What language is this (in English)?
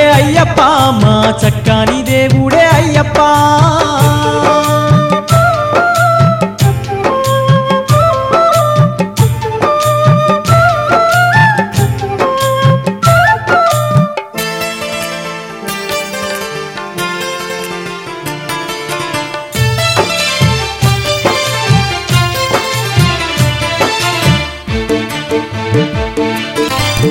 Telugu